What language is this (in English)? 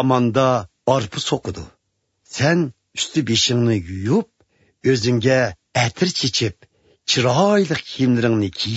Uyghur